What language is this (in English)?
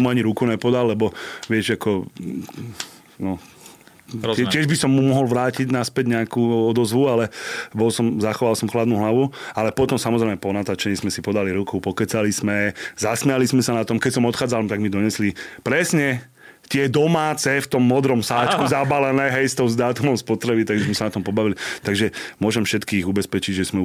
Slovak